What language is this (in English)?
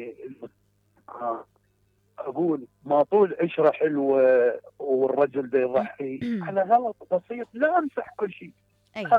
Mesopotamian Arabic